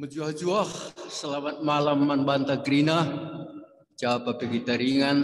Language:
Batak Karo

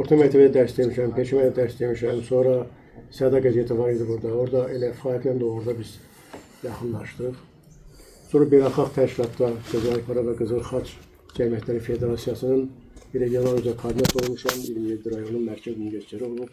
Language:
Azerbaijani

